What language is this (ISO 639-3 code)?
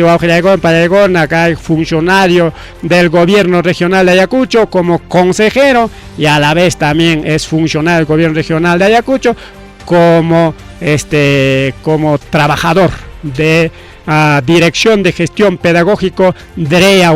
quy